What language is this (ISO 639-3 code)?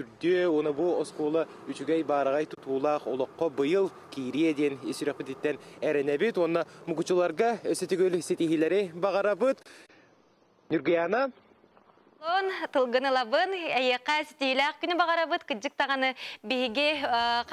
sah